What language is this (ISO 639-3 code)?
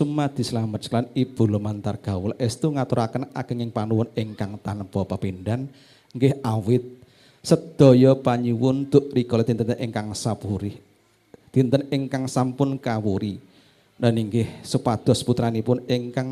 jav